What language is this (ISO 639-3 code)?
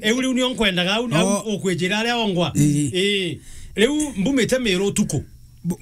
mer